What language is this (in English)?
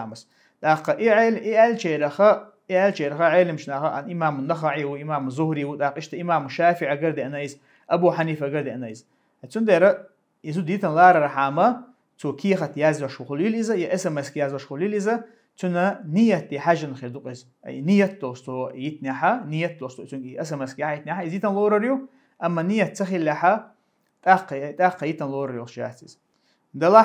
Chechen